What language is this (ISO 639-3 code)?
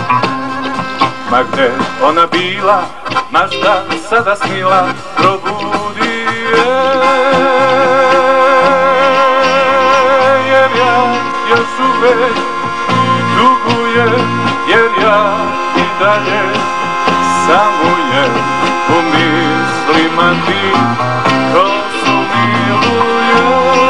srp